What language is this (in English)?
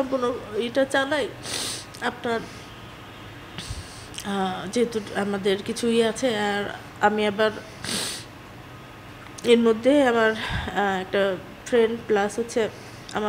Bangla